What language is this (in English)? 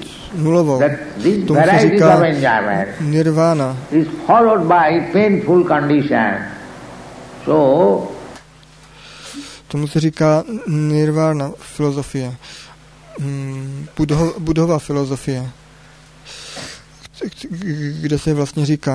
Czech